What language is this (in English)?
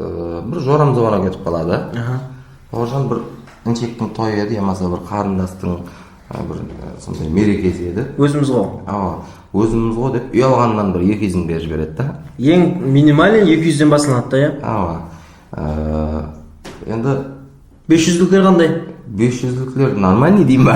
Kara-Kalpak